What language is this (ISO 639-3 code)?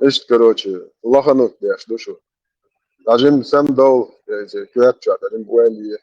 che